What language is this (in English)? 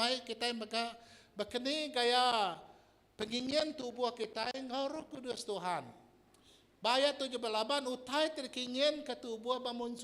Iban